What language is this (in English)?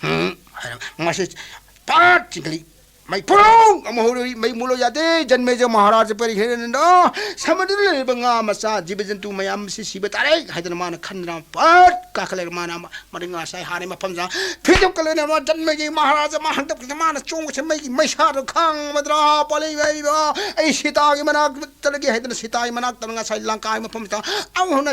Manipuri